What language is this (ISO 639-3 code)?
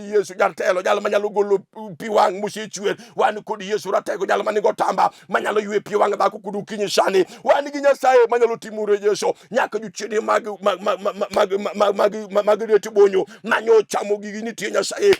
luo